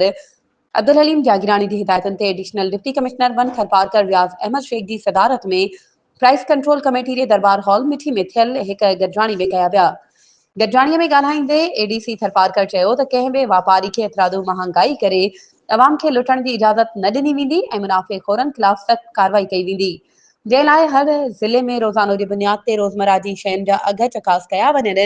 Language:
Sindhi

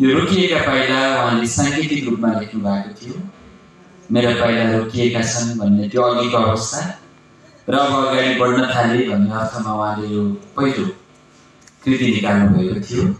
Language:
Nepali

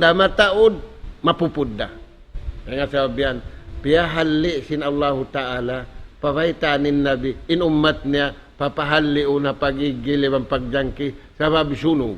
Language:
Tausug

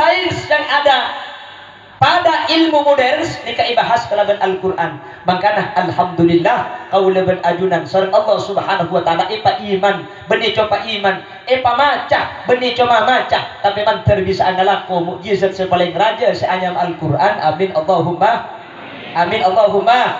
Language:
Madurese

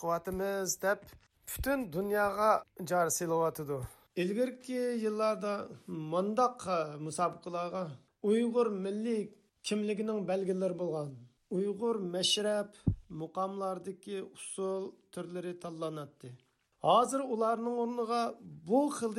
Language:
Uyghur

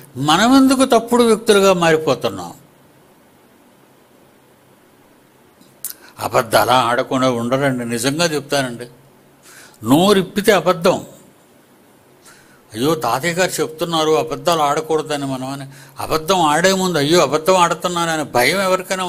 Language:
Telugu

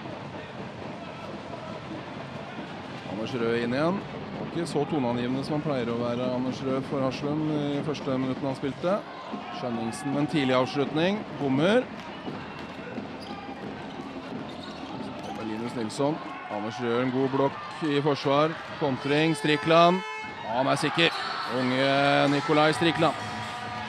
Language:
Norwegian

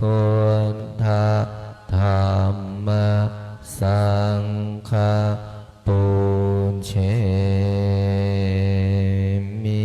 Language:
Pali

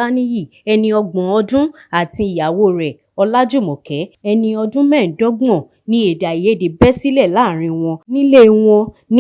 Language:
Yoruba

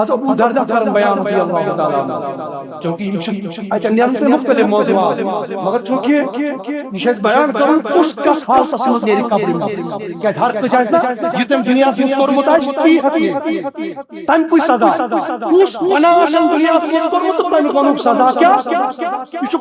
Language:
Kashmiri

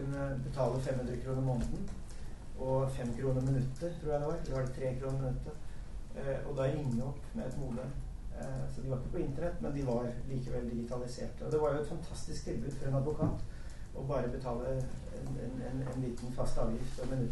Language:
Norwegian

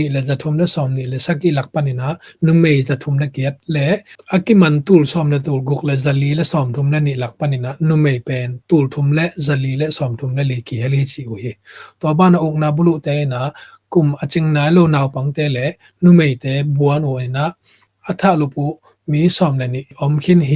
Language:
Tedim Chin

